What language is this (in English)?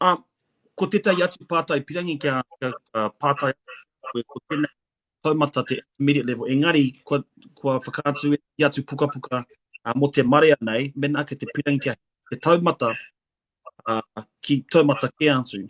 Māori